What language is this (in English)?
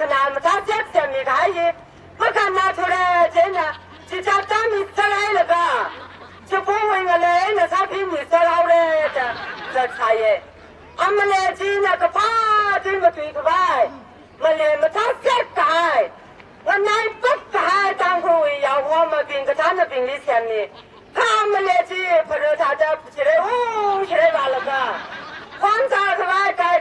Tangkhul Naga (India)